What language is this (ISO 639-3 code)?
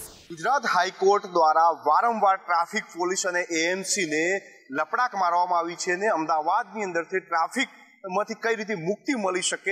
guj